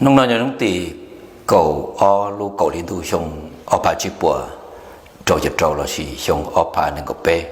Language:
Hmong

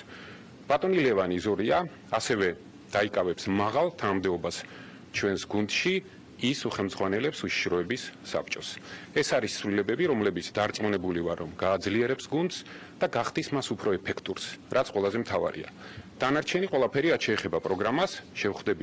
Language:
Georgian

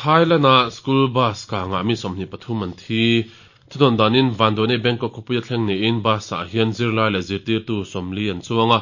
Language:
Mizo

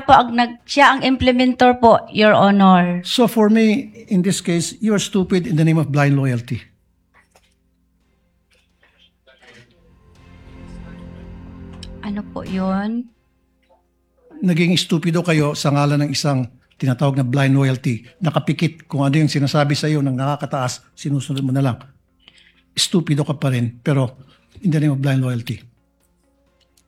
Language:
Filipino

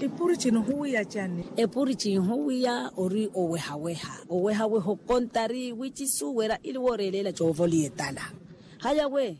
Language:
Makhuwa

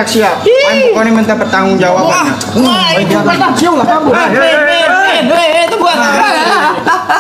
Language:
Betawi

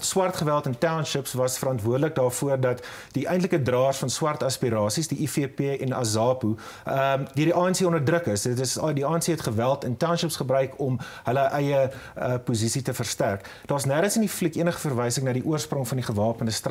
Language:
Afrikaans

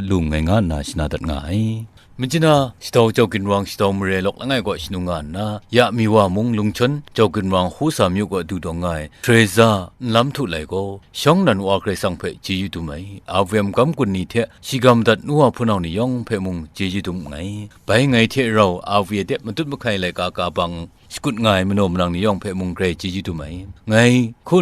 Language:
Kachin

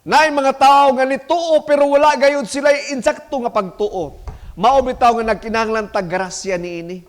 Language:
Cebuano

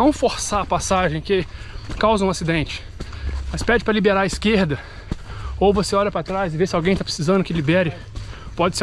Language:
Portuguese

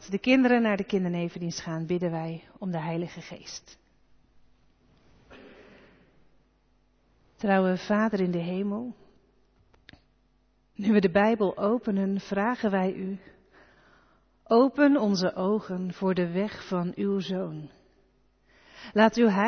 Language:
Dutch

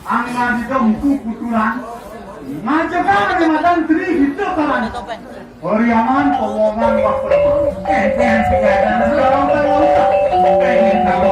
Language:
Balinese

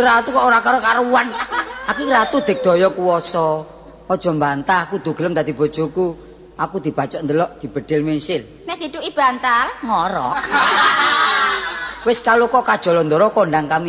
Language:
Javanese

